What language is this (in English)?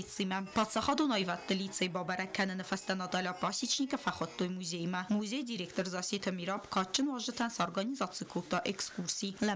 Ossetic